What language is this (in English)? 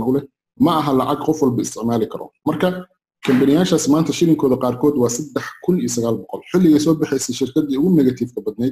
Somali